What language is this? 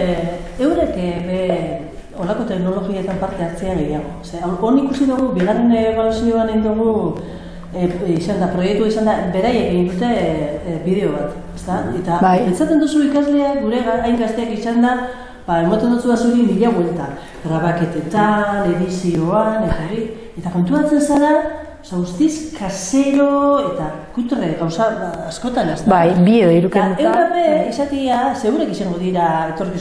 Basque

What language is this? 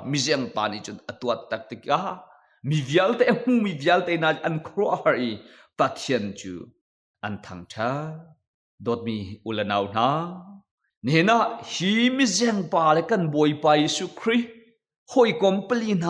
Hakha Chin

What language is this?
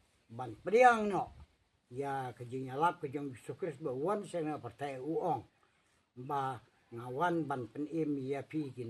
Khasi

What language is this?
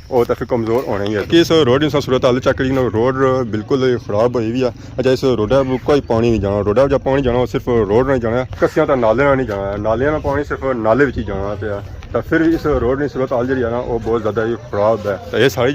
Pahari-Potwari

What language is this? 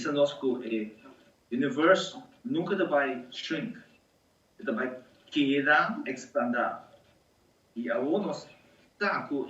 Papiamento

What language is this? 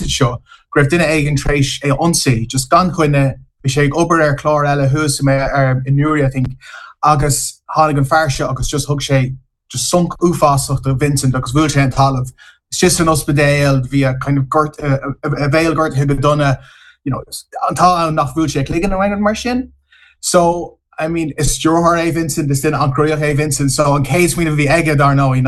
Irish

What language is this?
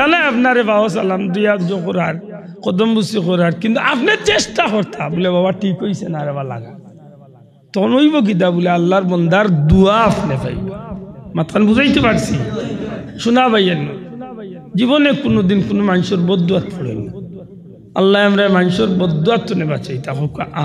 Sylheti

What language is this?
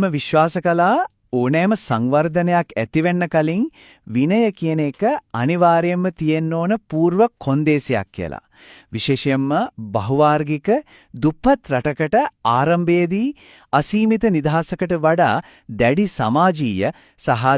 Sinhala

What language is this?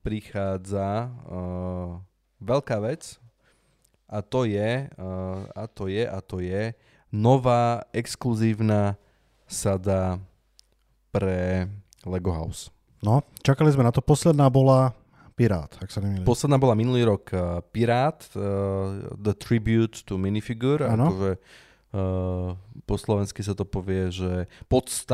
Slovak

